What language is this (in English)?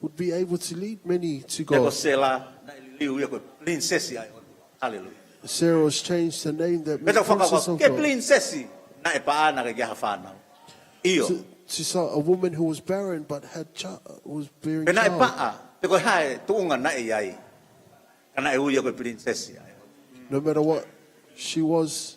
Tongan